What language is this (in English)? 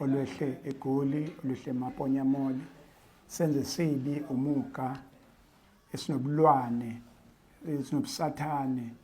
Zulu